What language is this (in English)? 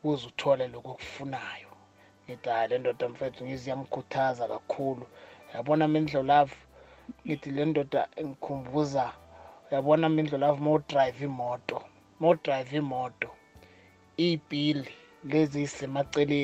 South Ndebele